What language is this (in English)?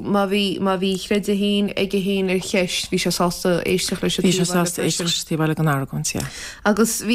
Irish